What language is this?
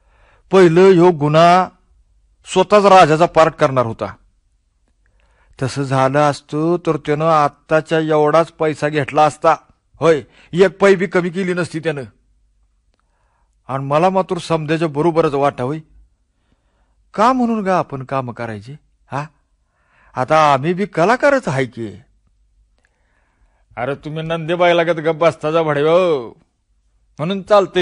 Marathi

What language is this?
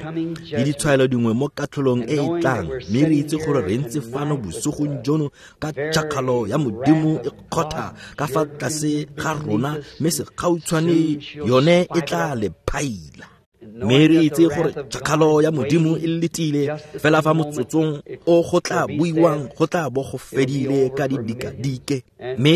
Tswana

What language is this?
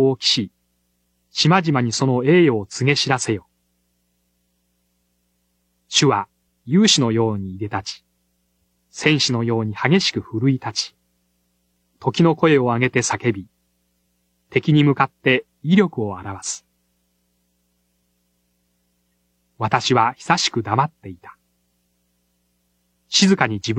Japanese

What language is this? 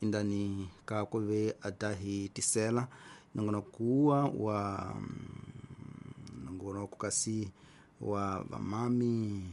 Tsonga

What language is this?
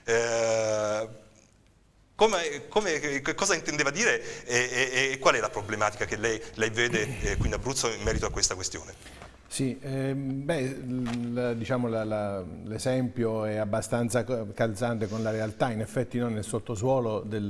Italian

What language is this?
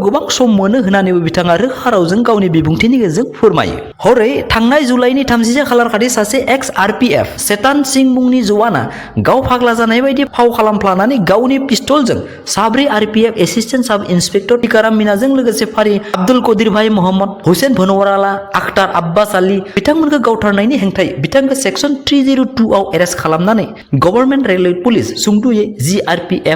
Bodo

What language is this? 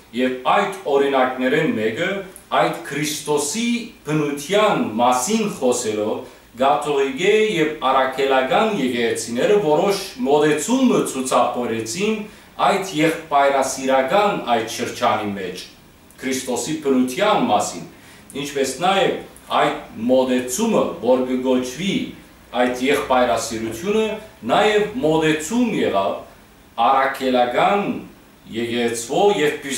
Western Armenian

